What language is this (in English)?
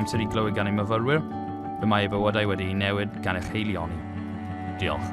Welsh